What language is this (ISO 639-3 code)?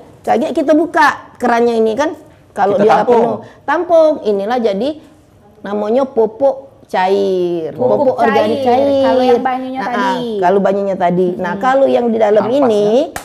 mui